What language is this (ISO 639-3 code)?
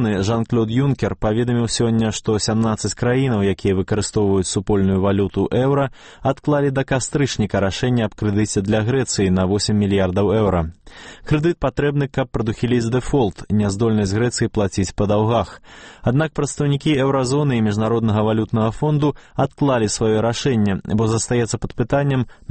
bel